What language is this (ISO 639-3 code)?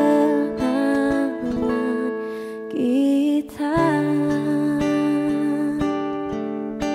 ind